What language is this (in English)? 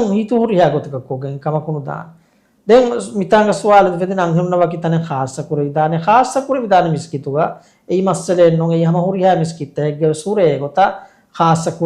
Divehi